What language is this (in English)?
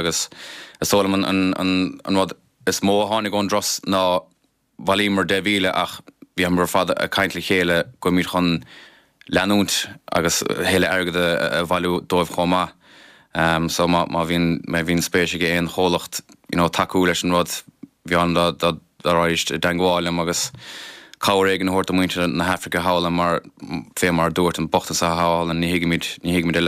Irish